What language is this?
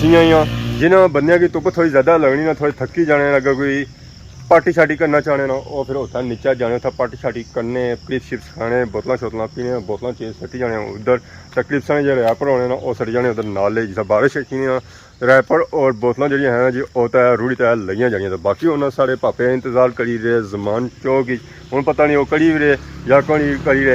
Pahari-Potwari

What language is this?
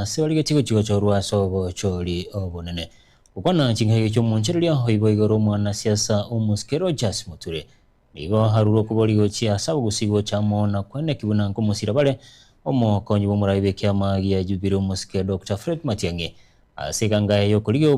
Gusii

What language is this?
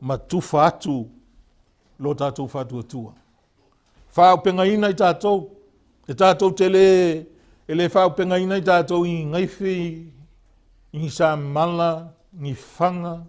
Samoan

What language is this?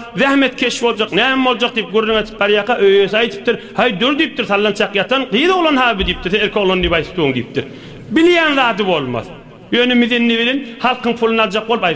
Turkmen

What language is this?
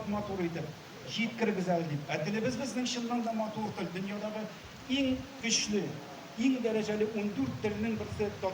Tatar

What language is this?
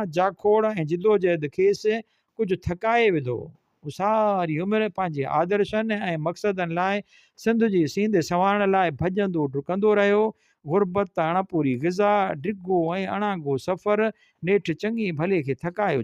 Sindhi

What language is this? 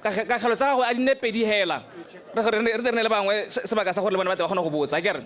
Tswana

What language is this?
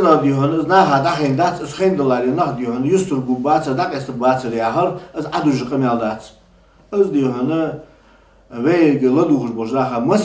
Ingush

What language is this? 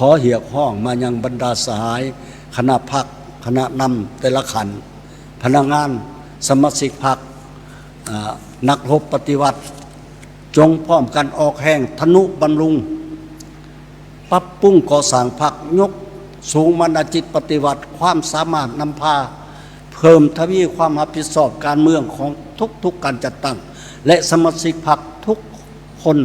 Lao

